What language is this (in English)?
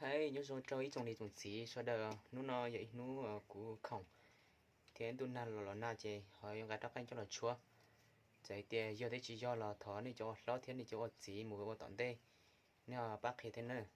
Hmong